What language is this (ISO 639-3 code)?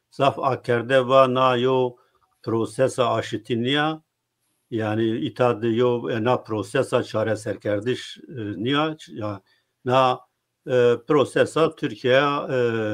zza